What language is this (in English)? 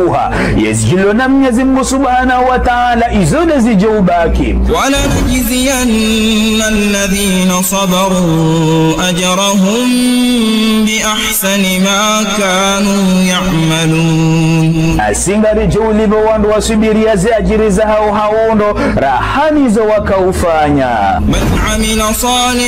Ngazidja Comorian